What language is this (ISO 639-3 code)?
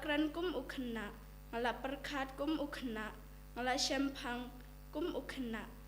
kha